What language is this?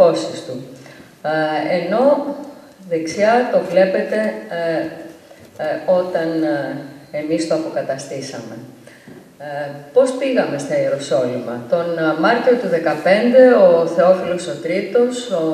Greek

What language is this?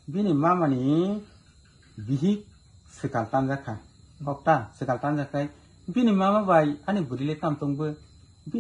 Kok Borok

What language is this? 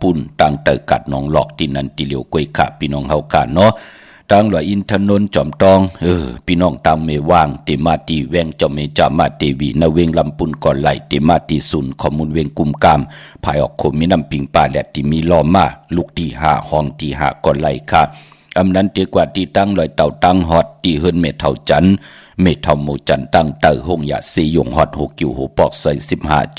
Shan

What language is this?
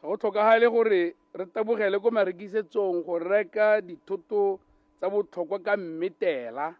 Tswana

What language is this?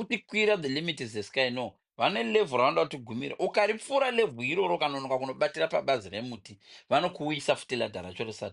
Shona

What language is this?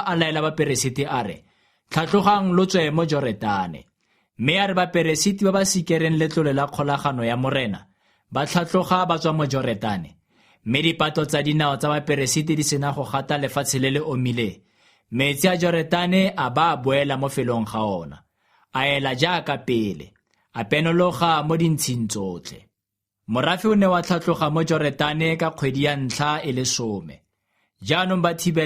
Tswana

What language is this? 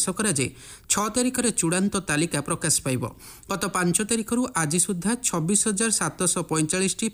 Odia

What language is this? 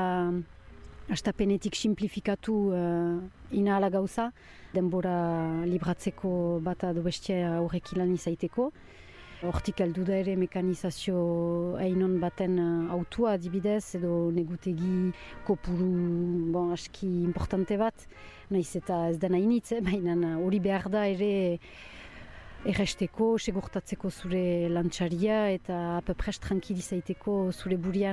Basque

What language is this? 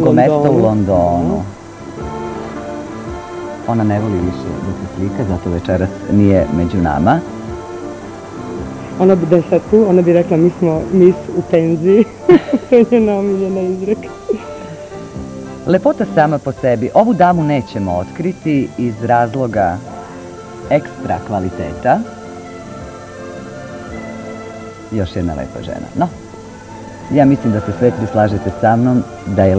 Serbian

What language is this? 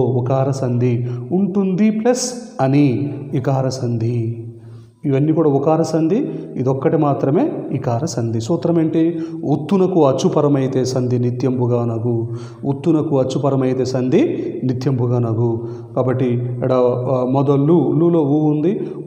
Telugu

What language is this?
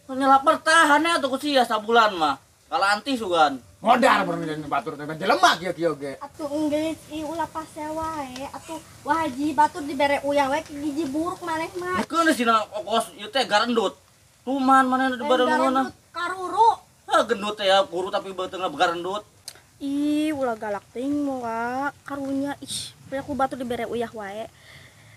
Sundanese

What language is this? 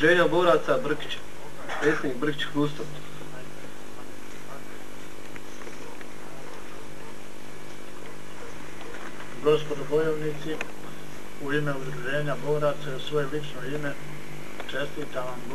Bosnian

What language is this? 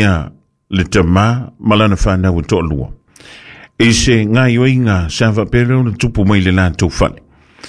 Samoan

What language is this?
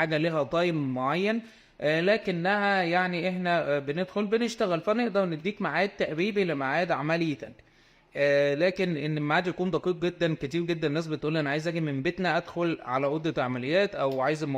Egyptian Arabic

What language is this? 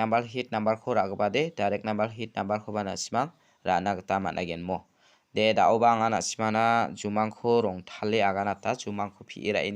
Garo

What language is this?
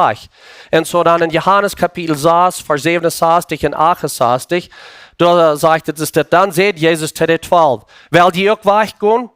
Plautdietsch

